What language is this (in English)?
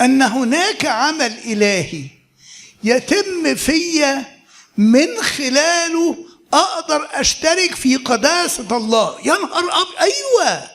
Egyptian Arabic